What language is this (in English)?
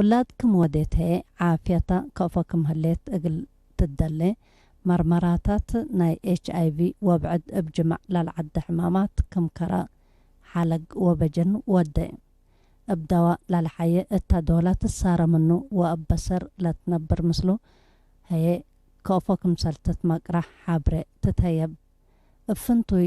Tigre